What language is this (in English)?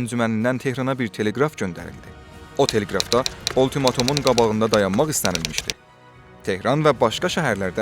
South Azerbaijani